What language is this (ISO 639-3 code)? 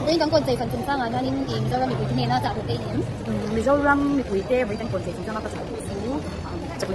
lus